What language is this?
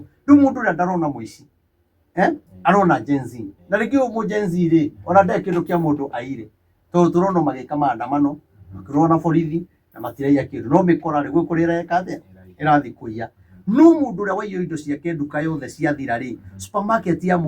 Kikuyu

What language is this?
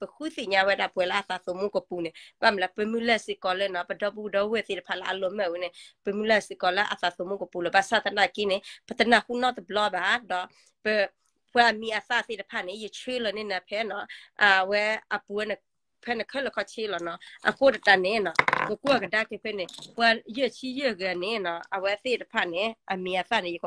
S'gaw Karen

